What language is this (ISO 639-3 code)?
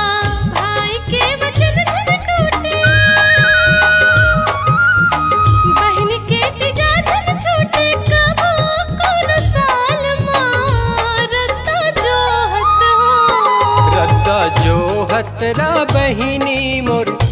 hne